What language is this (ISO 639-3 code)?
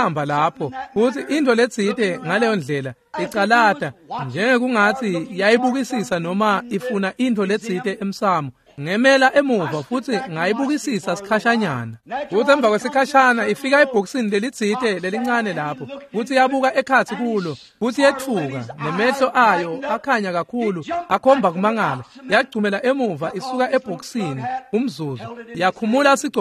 ssw